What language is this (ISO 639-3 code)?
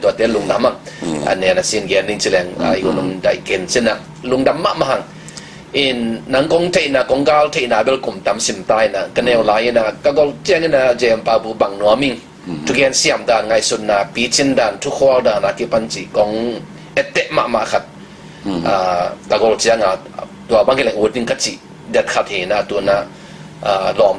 ctd